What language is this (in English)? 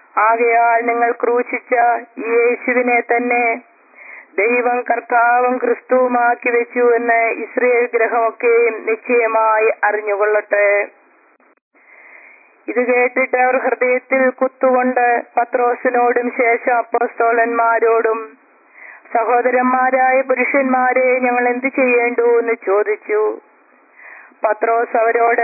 Malayalam